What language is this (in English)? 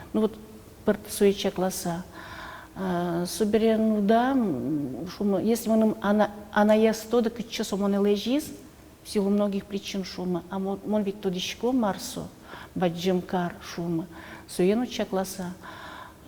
Udmurt